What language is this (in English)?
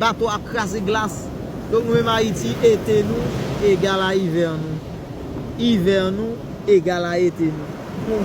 Haitian Creole